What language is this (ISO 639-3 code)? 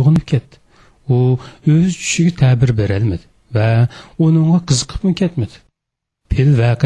uig